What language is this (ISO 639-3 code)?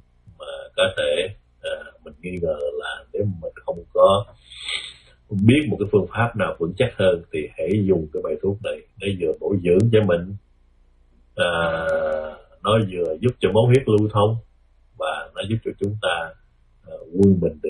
vie